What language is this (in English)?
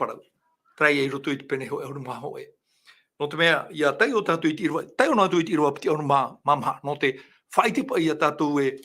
Tahitian